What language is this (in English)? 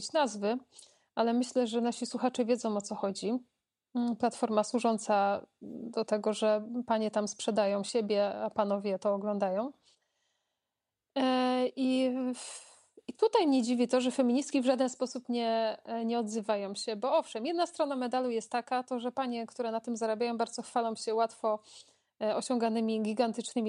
Polish